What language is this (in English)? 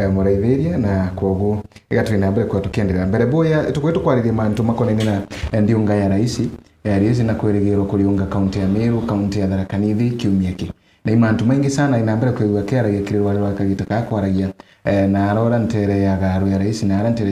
Meru